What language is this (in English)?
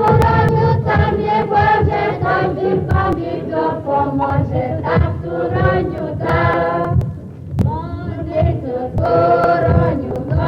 Rusyn